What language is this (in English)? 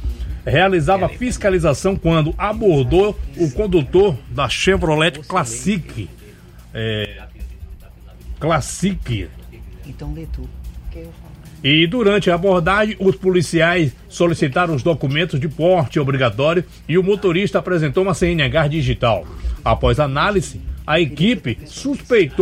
Portuguese